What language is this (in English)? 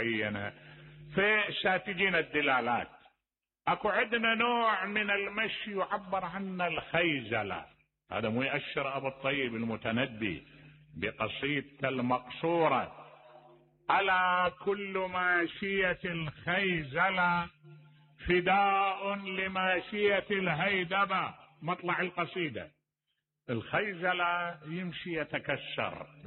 Mesopotamian Arabic